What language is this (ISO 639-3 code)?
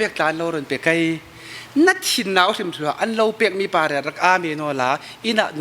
cfm